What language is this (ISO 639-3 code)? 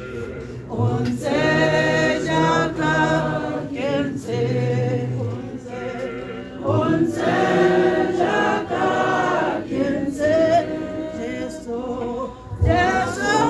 tsn